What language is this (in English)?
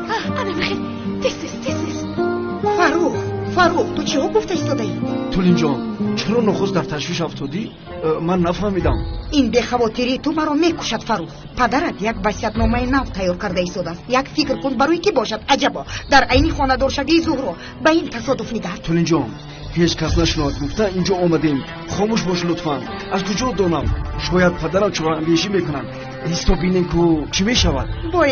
Tajik